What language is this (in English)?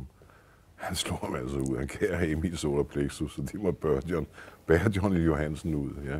Danish